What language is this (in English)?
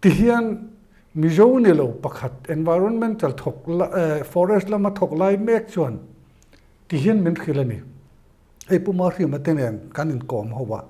Mizo